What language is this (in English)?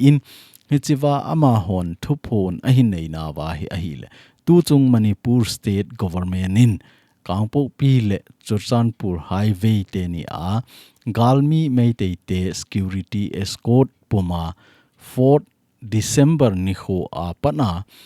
Thado Chin